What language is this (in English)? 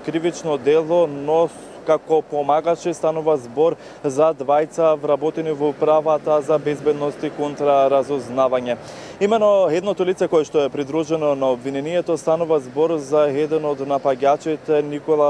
Macedonian